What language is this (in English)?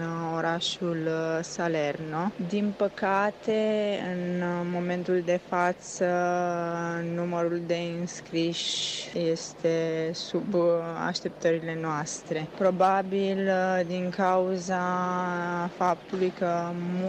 Romanian